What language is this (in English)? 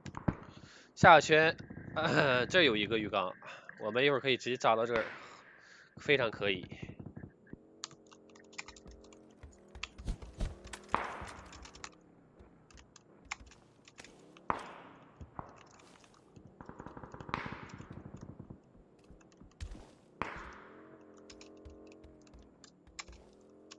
Chinese